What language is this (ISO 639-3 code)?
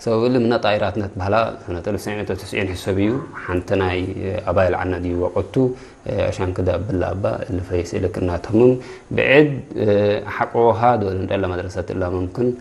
tig